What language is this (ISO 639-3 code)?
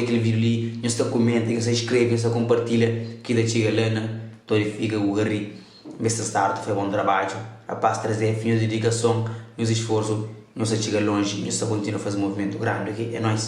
kea